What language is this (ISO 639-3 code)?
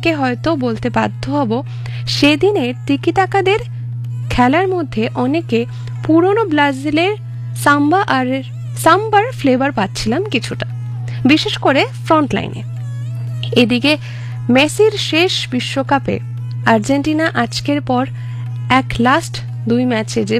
ben